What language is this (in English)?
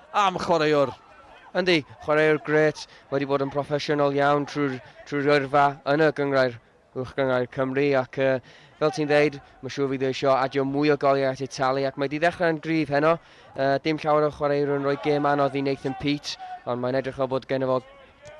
Welsh